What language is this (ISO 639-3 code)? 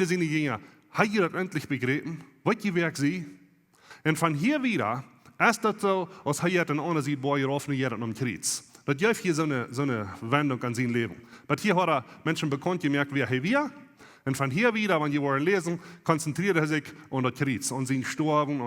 pdt